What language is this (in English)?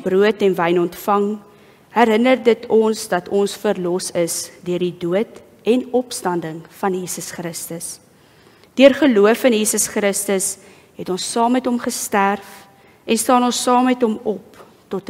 Afrikaans